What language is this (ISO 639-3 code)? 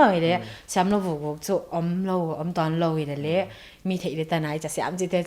pck